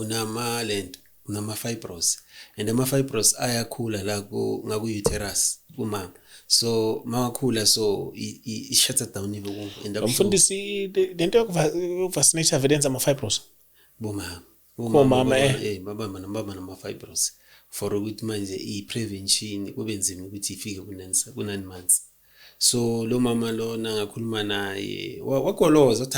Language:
Zulu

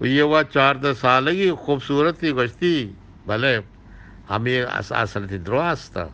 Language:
Eastern Balochi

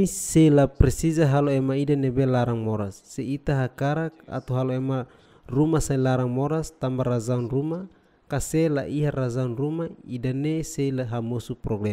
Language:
Tetum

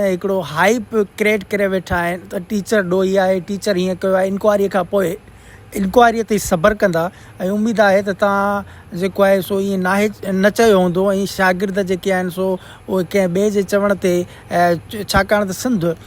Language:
Sindhi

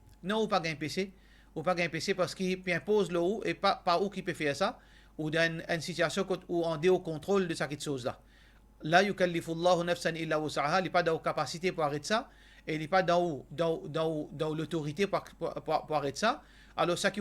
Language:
Morisyen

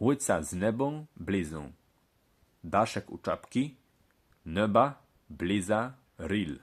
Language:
Kashubian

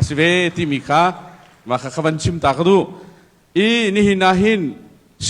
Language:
Hakha Chin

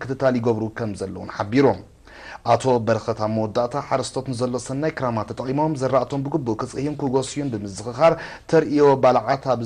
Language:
Tigrinya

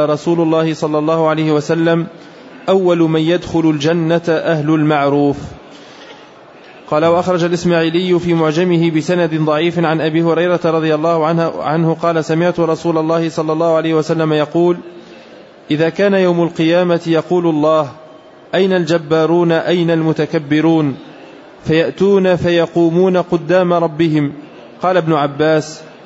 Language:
Arabic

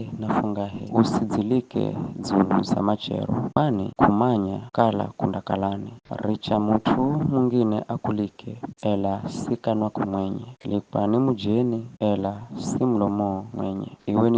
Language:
Giryama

